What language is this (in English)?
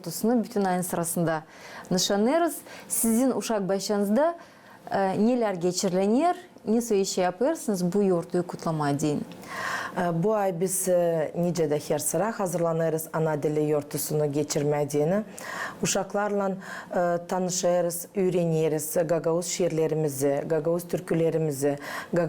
Gagauz